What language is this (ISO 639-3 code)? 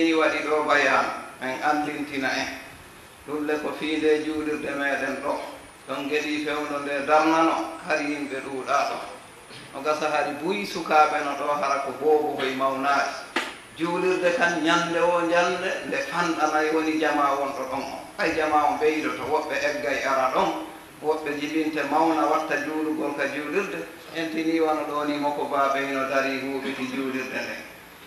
ful